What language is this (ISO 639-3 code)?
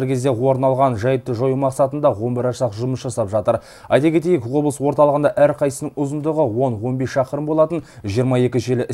kaz